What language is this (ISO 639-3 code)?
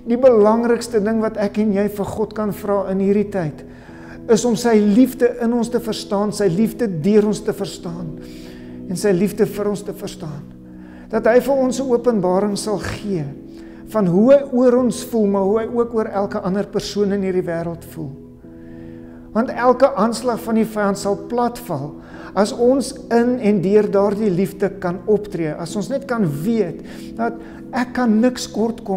afr